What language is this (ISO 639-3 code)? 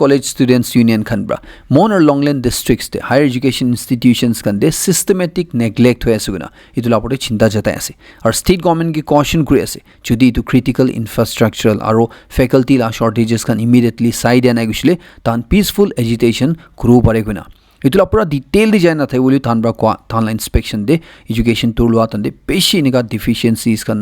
nag